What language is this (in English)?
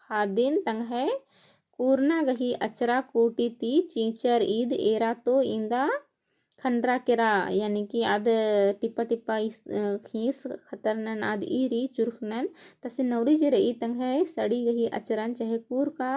Kurukh